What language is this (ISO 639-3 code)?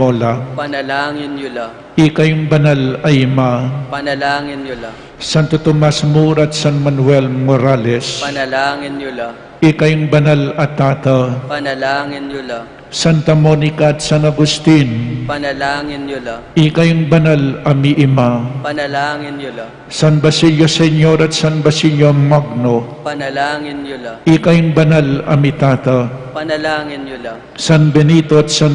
pam